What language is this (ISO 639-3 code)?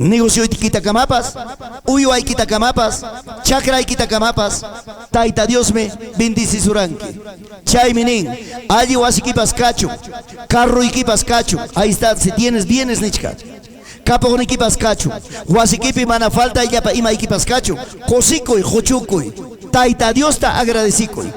quy